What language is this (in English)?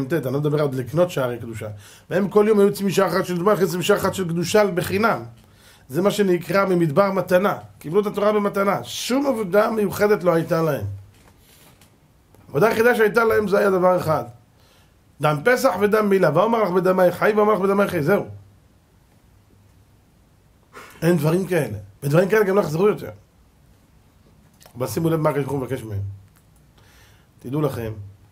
Hebrew